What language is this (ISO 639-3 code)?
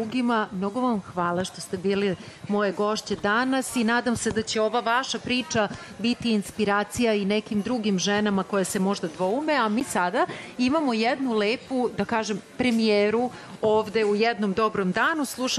srp